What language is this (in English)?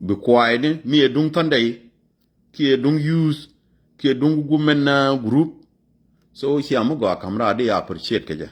Nuer